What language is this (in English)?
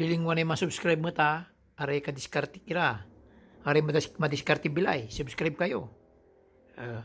Pangasinan